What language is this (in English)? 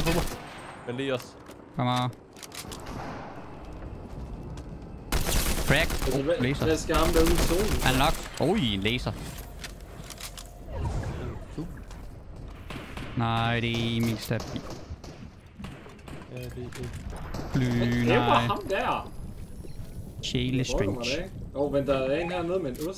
Danish